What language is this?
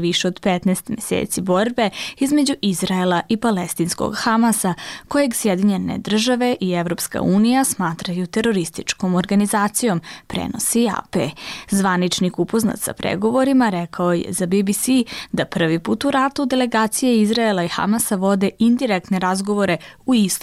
Bosnian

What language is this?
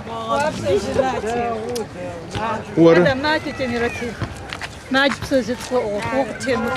Adyghe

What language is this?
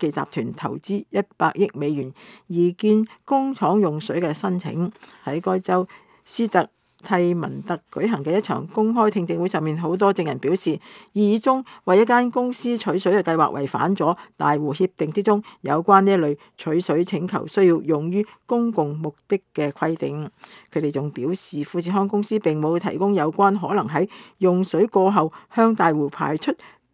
Cantonese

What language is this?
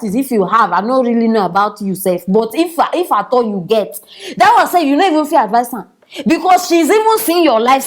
Nigerian Pidgin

